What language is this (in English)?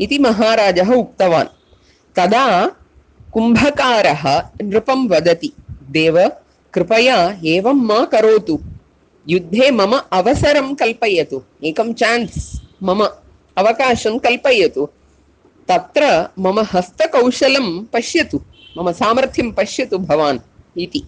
Sanskrit